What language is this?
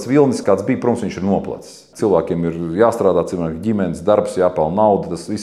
Latvian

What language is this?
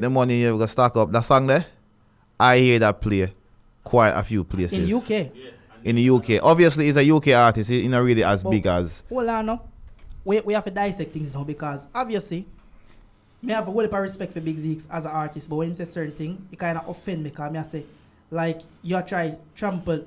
Jamaican Creole English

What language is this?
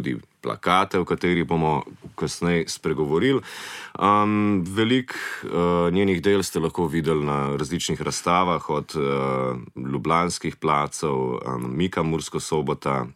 Slovenian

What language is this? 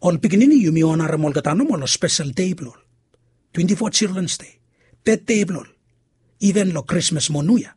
Bislama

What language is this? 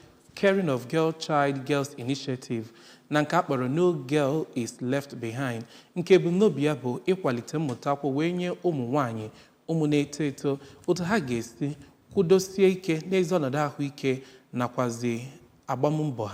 Igbo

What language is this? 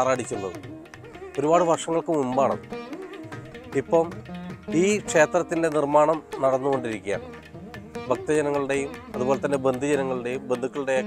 Malayalam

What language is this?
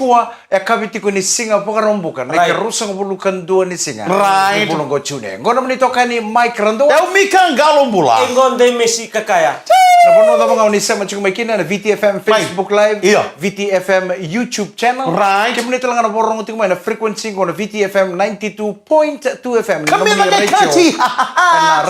Fijian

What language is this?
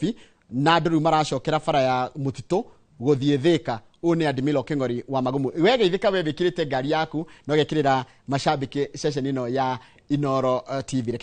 Kikuyu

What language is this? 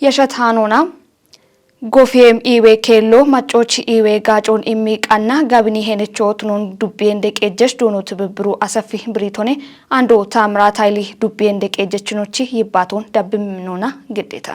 Kafa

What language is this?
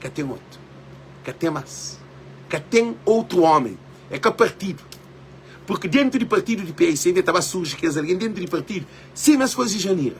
Kabuverdianu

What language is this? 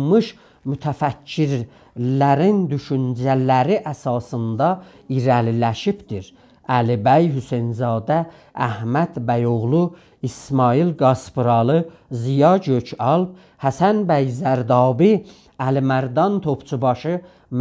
South Azerbaijani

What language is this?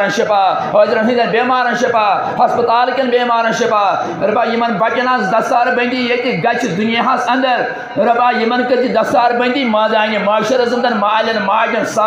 Kashmiri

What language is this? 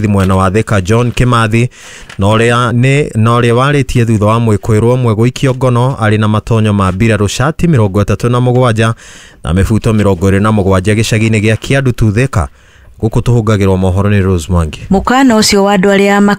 Kikuyu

